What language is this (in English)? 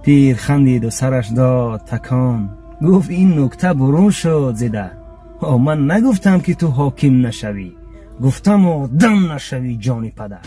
Tajik